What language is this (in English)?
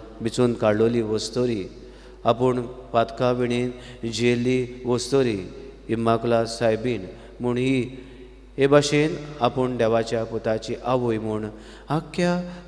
Konkani